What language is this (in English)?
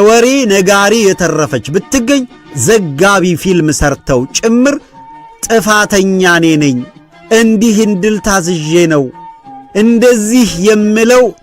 Amharic